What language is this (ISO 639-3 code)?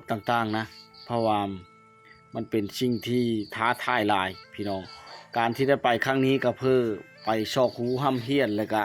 lao